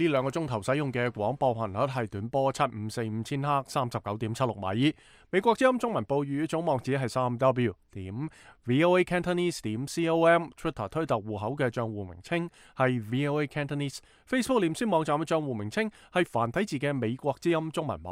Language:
Cantonese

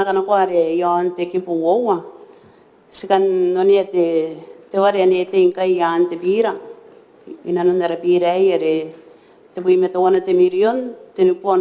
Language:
Gilbertese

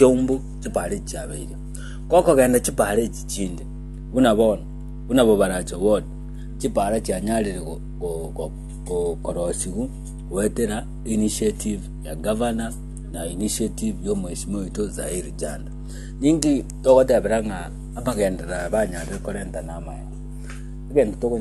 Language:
Gusii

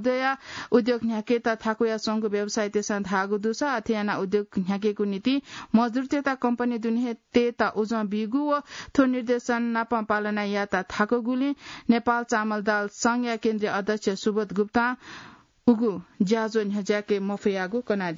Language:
Newari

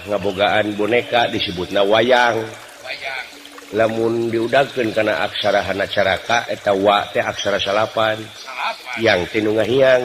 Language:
Sundanese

